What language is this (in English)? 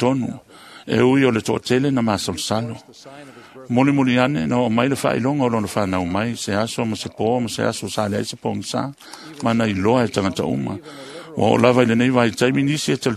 Samoan